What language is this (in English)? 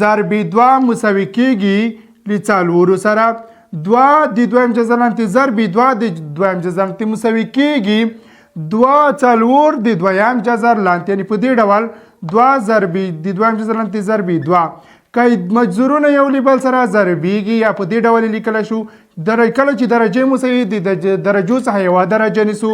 Pashto